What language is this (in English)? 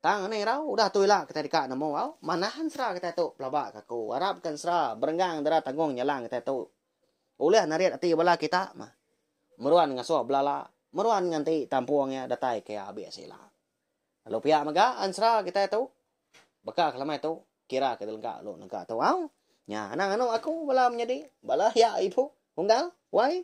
Iban